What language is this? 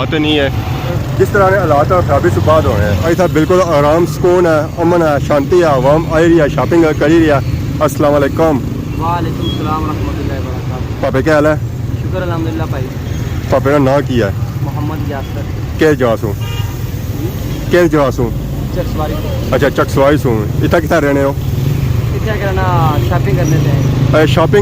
Pahari-Potwari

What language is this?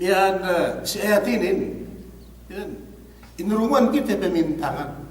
Yakan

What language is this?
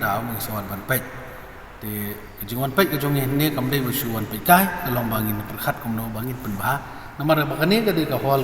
Khasi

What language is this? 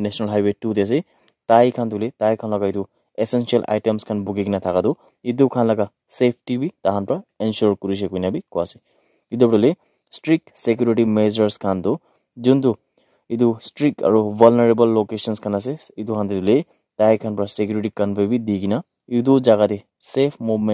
Naga Pidgin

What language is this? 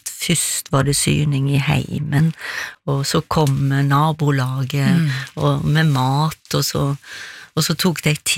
Norwegian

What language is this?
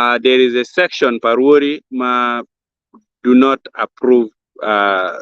Acoli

